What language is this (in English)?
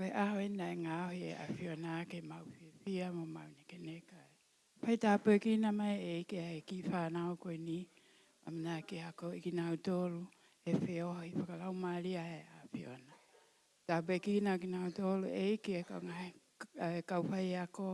Tongan